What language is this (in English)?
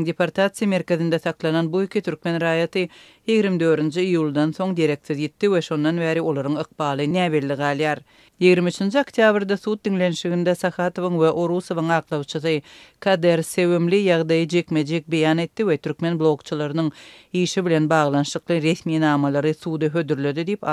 Turkmen